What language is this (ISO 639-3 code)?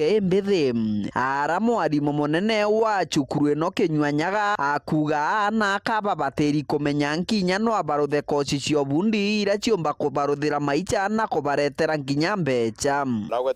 mer